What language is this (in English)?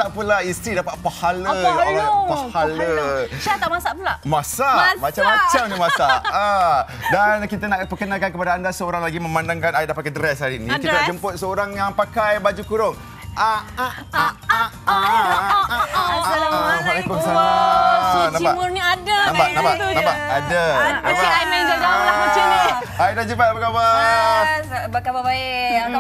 Malay